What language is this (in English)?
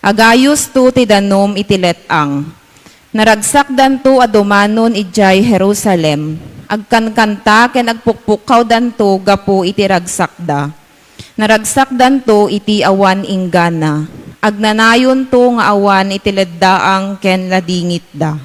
Iloko